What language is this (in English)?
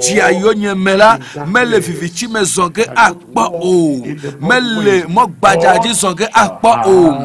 Ewe